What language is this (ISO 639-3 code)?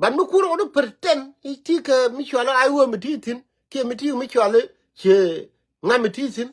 nus